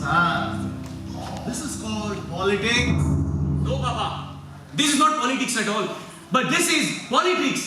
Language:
Konkani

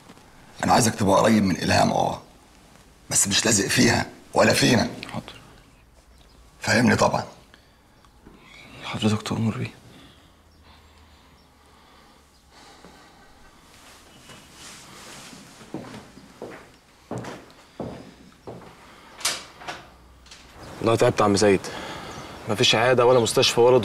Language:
Egyptian Arabic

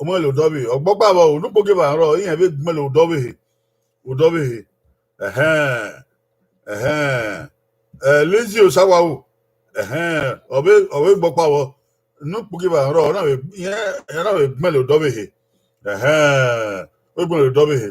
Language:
Bini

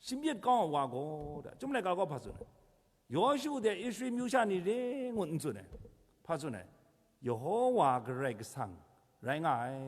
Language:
Kachin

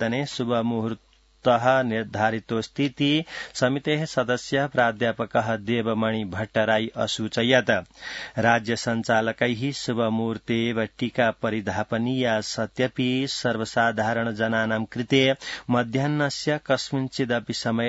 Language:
Sanskrit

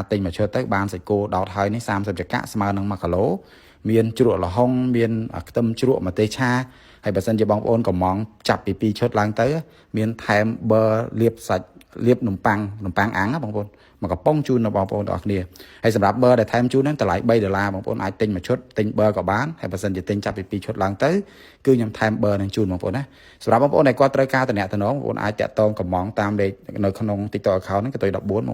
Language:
Khmer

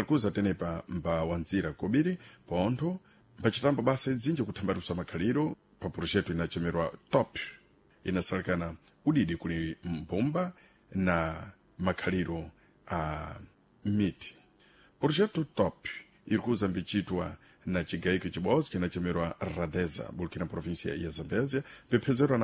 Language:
Sena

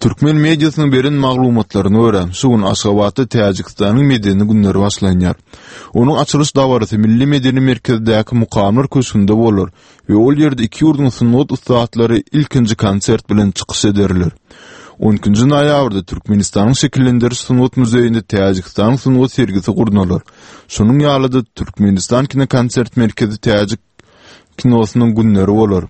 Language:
Turkmen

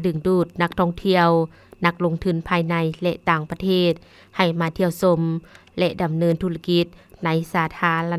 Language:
Lao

